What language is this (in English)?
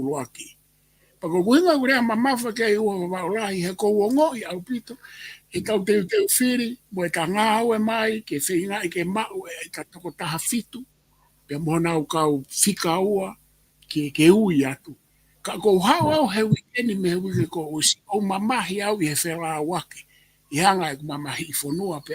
Tongan